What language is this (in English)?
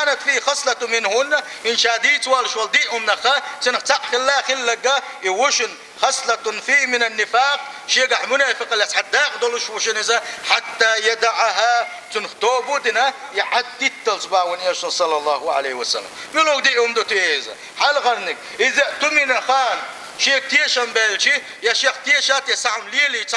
Chechen